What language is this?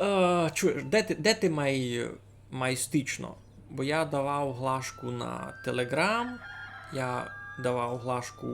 Rusyn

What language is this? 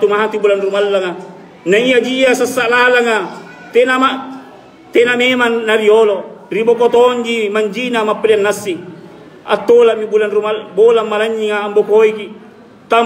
Makasar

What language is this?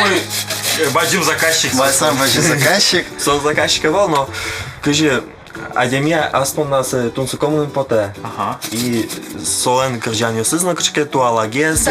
Udmurt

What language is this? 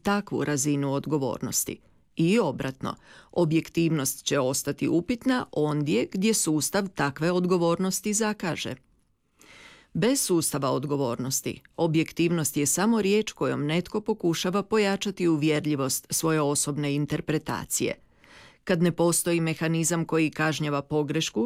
Croatian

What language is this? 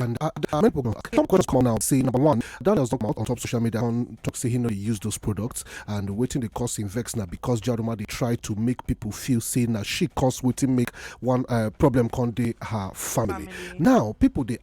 Nigerian Pidgin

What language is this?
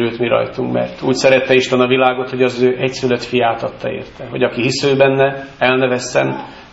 Hungarian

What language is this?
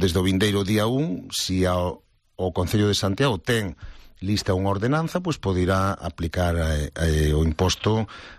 Galician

